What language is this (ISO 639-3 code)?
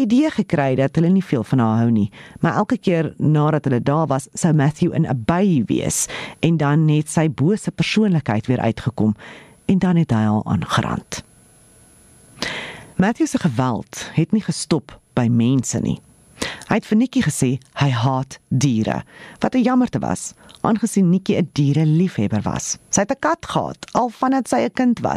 afr